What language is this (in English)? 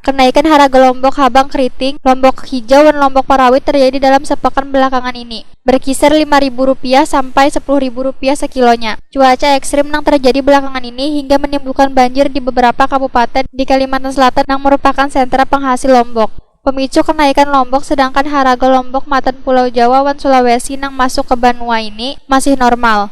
Banjar